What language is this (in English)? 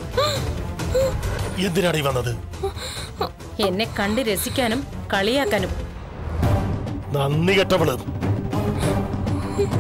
Malayalam